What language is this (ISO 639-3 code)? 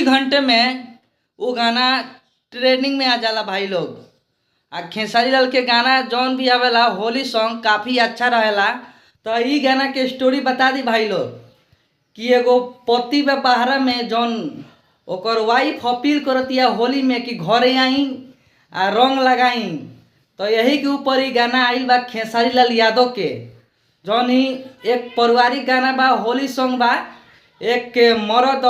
bho